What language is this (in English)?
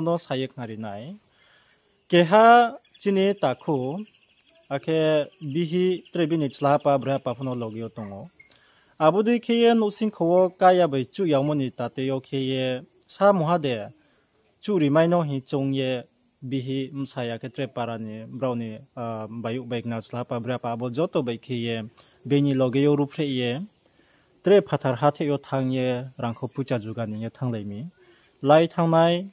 Riang (India)